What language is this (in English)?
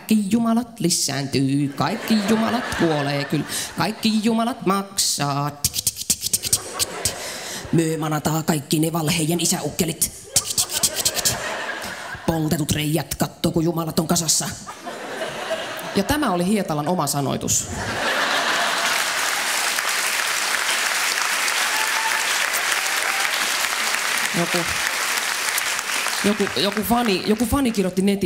Finnish